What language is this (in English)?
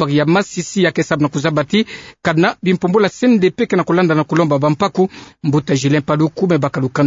Kituba (Democratic Republic of Congo)